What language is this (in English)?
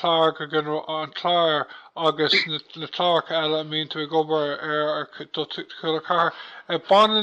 Irish